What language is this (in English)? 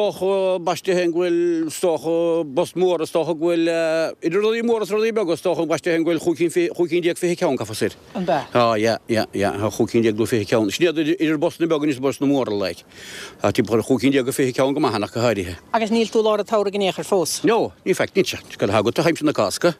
Irish